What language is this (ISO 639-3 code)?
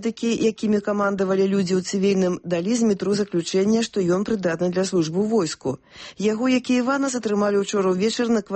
bel